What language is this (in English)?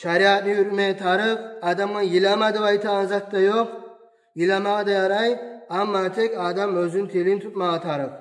Kumyk